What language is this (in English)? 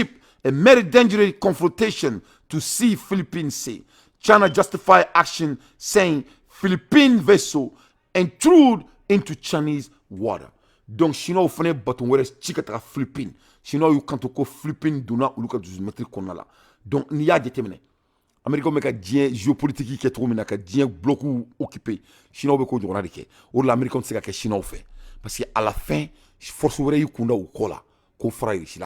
Bambara